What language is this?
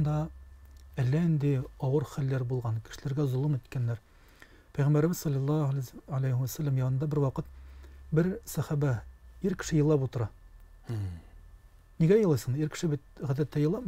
Tatar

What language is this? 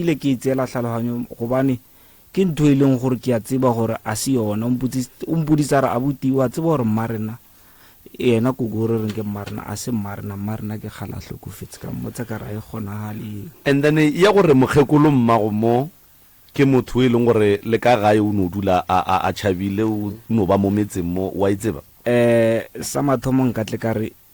Northern Sotho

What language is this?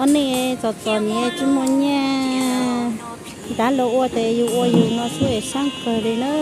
Hmong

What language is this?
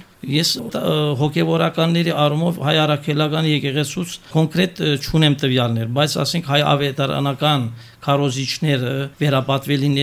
Armenian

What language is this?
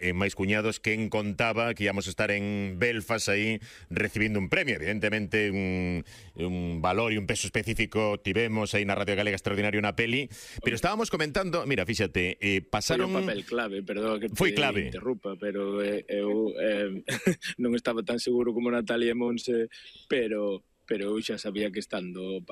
Galician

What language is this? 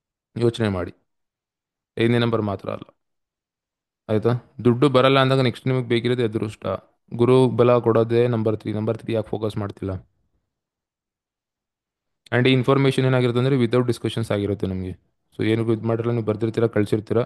Kannada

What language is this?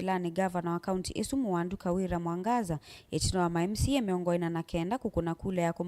Kamba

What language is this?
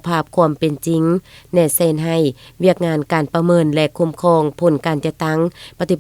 Lao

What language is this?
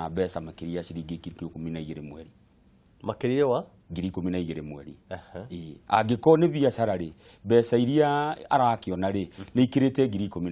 Kikuyu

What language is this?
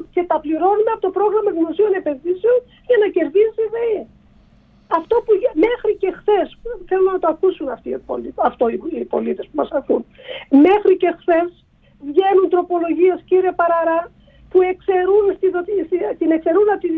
Greek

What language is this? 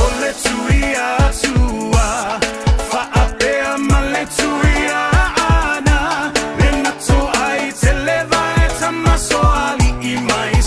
Samoan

